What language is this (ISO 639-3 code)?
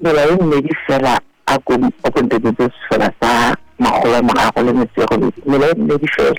sot